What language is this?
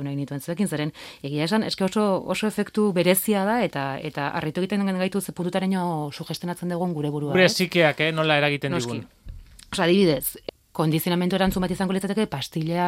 Basque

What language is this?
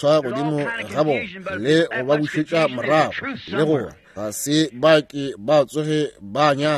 Northern Sotho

